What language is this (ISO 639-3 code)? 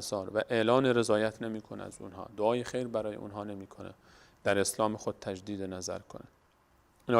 fas